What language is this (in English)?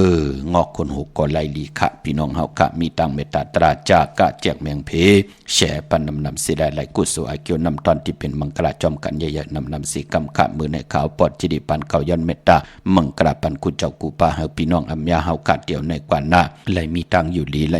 Shan